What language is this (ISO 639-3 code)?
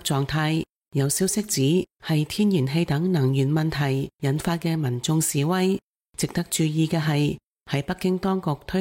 yue